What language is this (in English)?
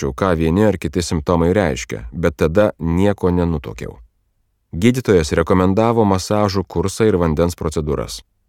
Lithuanian